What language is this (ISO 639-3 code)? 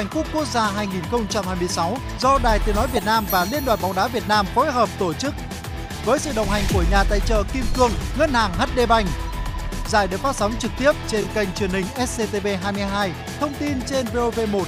vie